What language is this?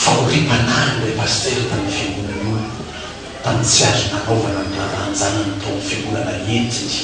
Malagasy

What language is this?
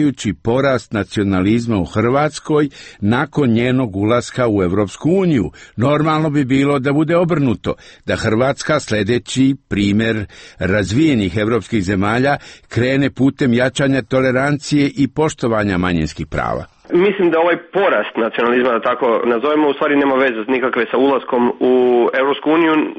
Serbian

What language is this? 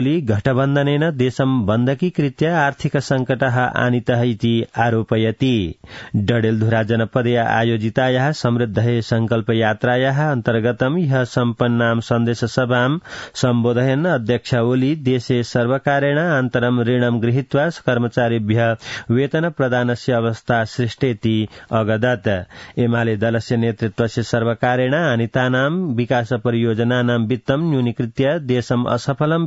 Sanskrit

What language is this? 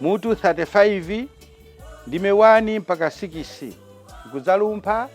Nyanja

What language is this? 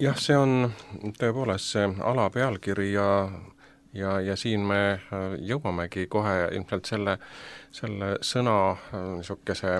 Estonian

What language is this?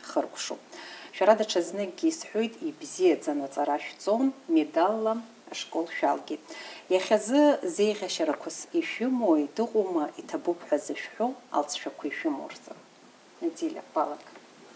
Abkhazian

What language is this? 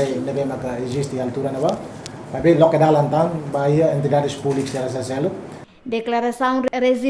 Tetum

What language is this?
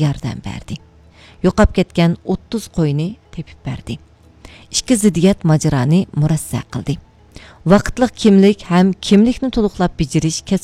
Uyghur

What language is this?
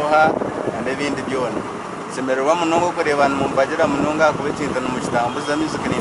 Nyankole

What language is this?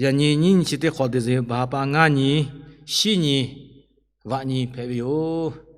Lahu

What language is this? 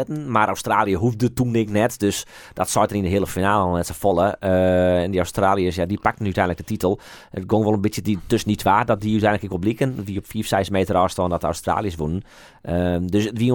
Western Frisian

